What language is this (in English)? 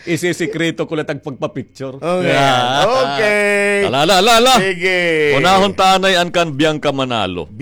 Waray